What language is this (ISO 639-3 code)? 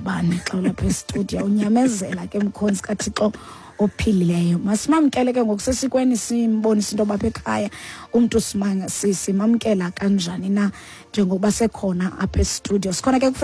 xho